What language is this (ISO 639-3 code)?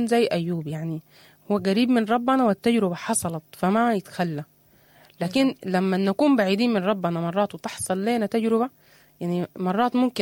apd